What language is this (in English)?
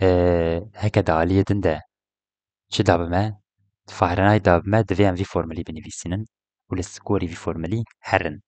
Kurdish